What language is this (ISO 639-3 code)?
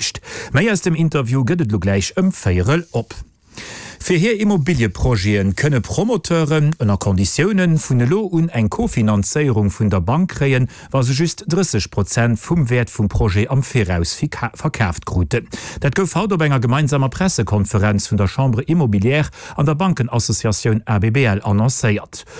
ltz